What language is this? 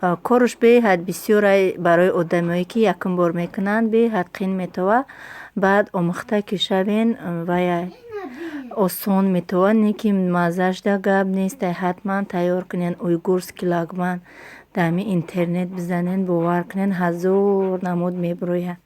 Tajik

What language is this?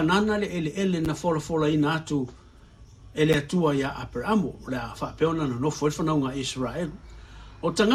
Samoan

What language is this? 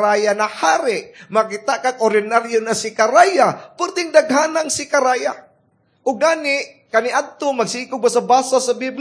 Cebuano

